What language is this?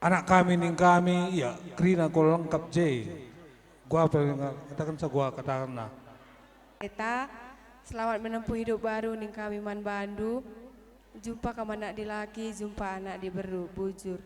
Batak Karo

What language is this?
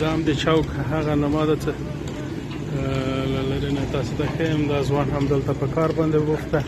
Pashto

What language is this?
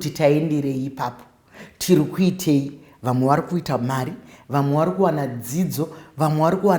Shona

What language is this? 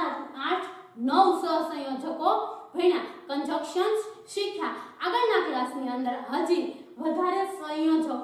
Gujarati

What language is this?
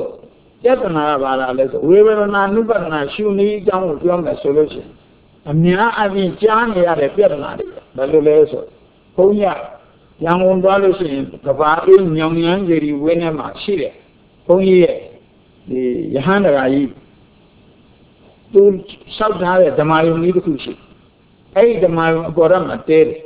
Burmese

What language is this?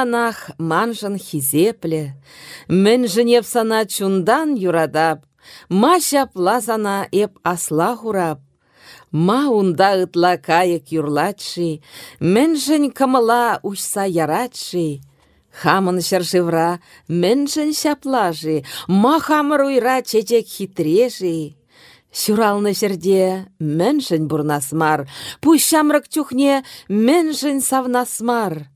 Chuvash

